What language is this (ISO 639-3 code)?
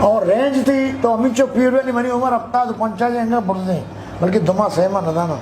bgp